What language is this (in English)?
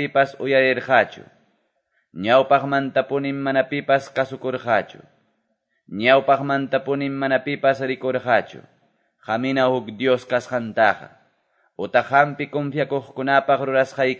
Quechua